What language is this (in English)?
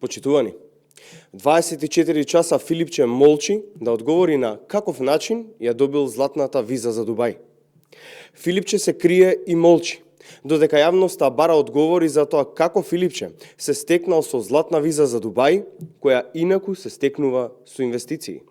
Macedonian